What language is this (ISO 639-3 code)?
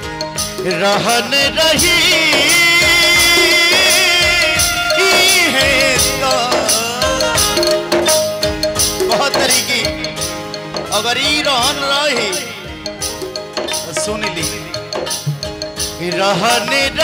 bho